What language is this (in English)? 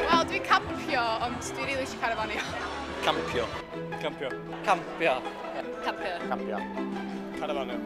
Welsh